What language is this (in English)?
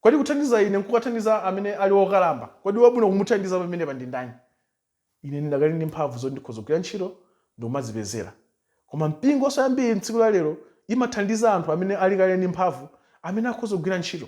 Nyanja